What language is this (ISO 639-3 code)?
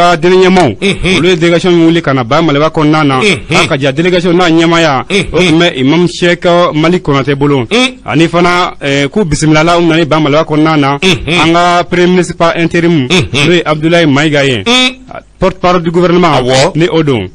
bam